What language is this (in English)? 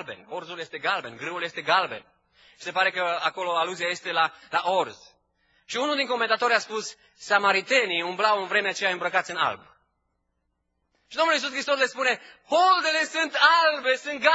Romanian